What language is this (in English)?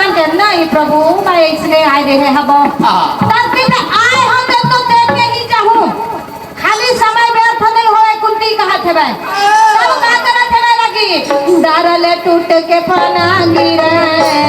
Chhattisgarhi